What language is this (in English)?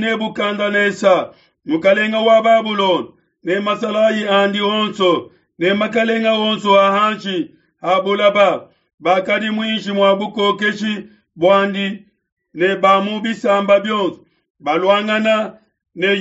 Luba-Lulua